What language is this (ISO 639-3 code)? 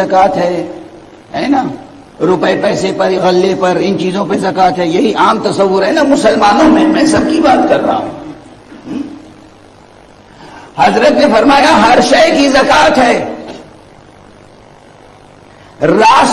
urd